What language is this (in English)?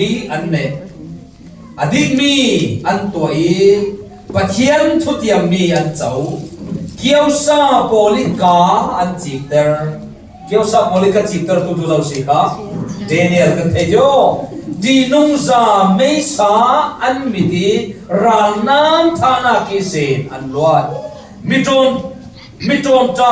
Falam Chin